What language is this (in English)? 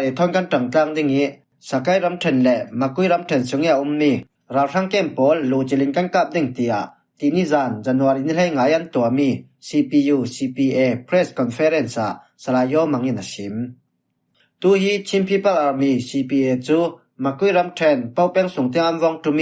Falam Chin